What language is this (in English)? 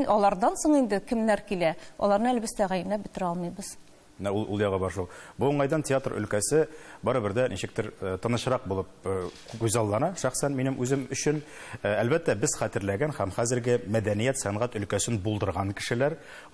Tatar